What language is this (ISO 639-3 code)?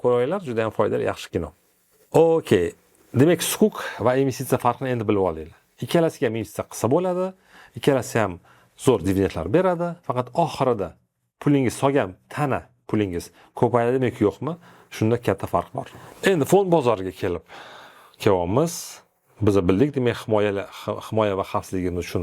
uzb